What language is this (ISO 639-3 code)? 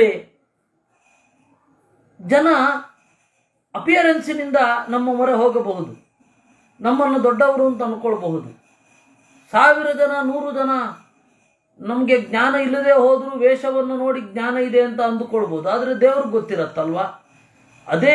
kan